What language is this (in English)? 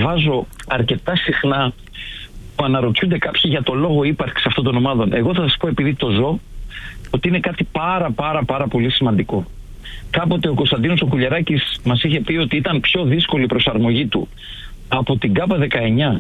Greek